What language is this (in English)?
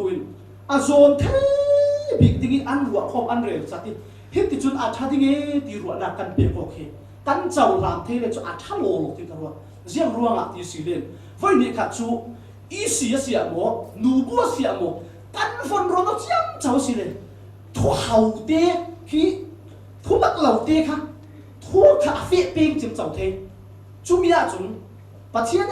Falam Chin